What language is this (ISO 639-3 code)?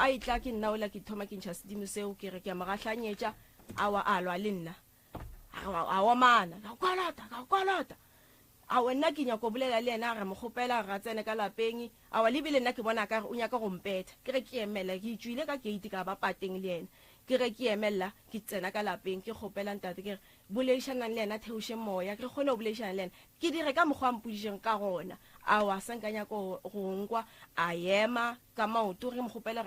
nso